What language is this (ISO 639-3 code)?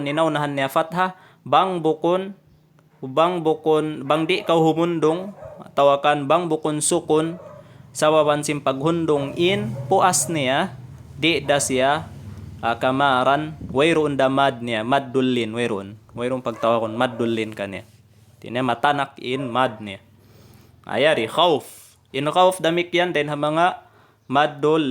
tsg